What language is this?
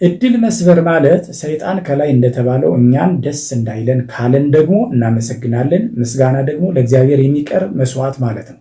Amharic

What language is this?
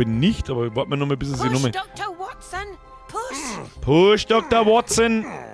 Bavarian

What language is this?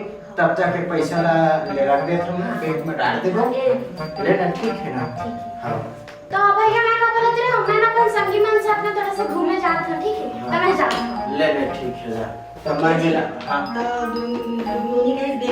Chhattisgarhi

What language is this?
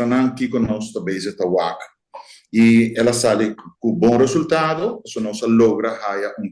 Papiamento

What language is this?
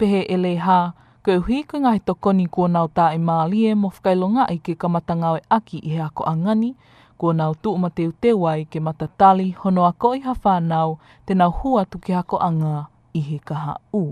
Tongan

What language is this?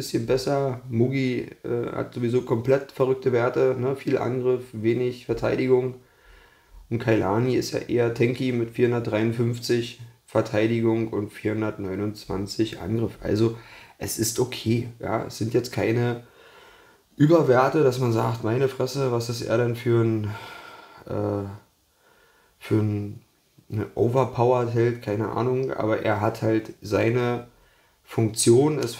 German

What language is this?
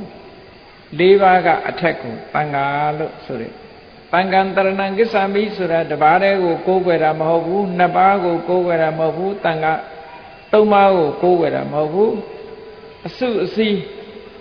Burmese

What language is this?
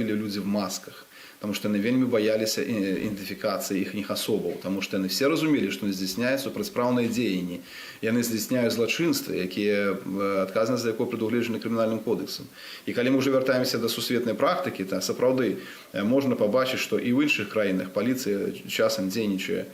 Belarusian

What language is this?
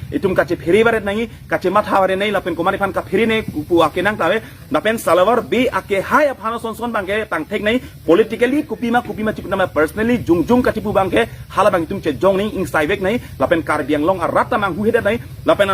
Karbi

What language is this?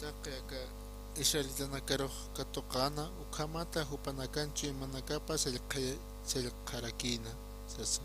Aymara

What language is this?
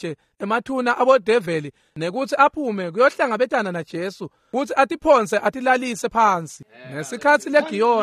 Swati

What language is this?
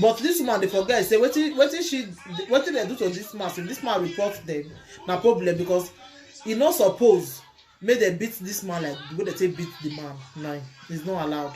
Nigerian Pidgin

